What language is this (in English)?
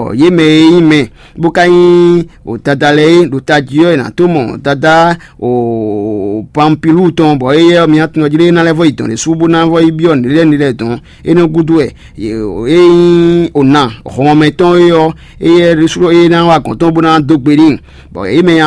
Fon